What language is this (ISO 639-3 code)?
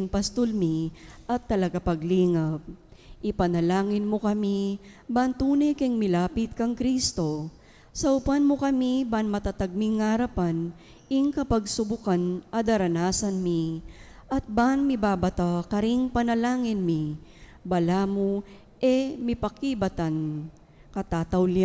pam